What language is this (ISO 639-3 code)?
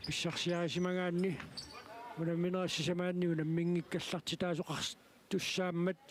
kal